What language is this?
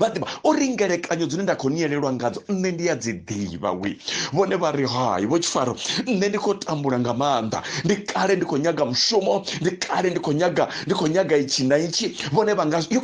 Venda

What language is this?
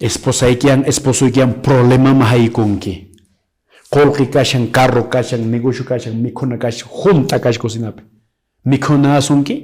Quechua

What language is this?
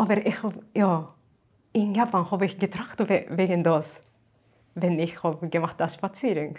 Yiddish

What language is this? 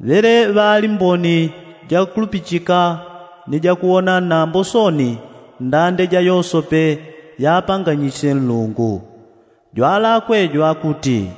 Yao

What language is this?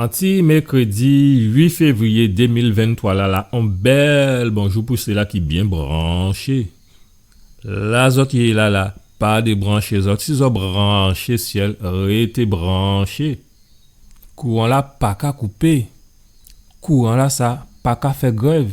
Guadeloupean Creole French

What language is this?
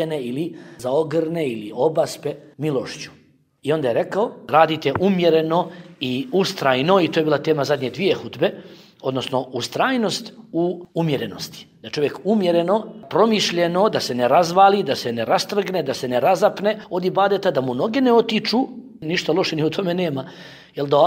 Bosnian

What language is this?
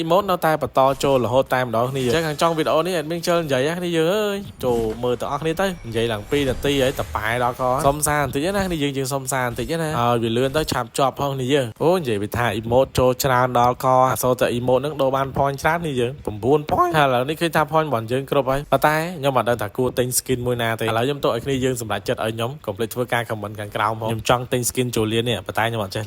Khmer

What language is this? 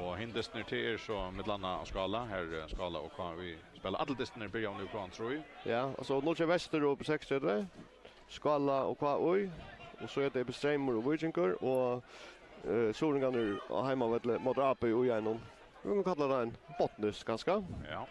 Faroese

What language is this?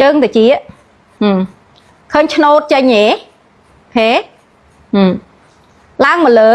Khmer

